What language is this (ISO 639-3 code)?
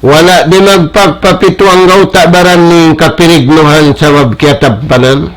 tsg